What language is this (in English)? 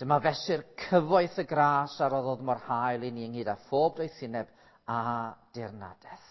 Welsh